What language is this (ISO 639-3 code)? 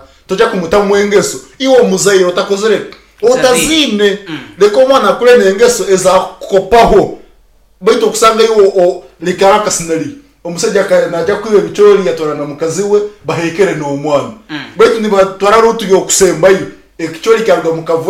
nyn